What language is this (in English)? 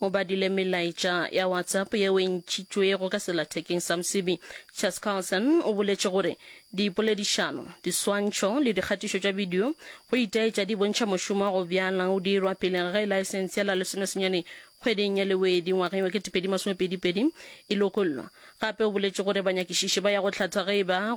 Northern Sotho